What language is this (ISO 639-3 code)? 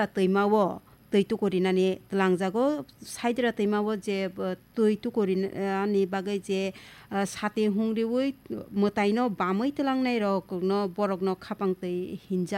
trp